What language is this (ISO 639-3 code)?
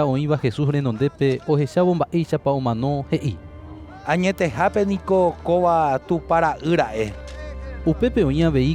grn